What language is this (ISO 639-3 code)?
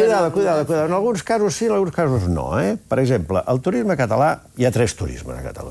cat